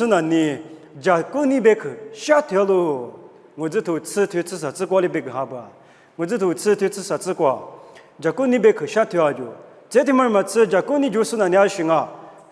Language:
Lisu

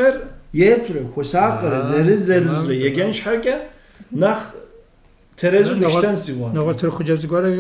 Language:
Kabardian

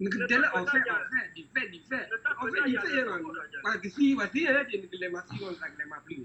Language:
S'gaw Karen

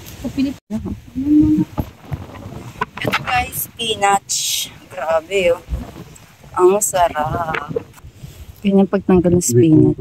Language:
Filipino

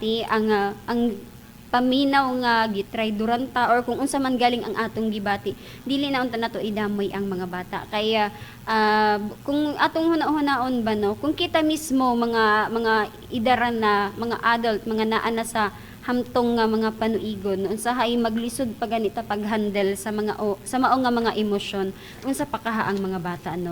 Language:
Cebuano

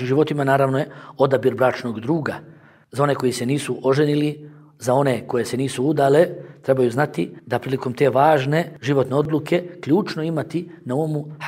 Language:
Bosnian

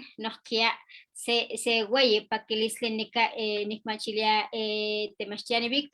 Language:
Eastern Huasteca Nahuatl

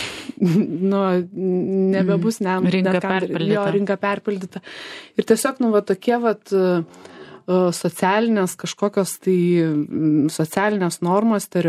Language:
Lithuanian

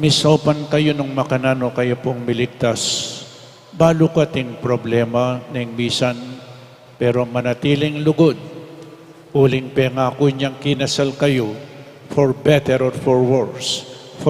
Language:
Pampanga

